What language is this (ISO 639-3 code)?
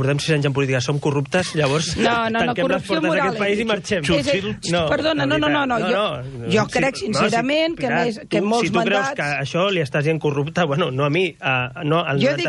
cat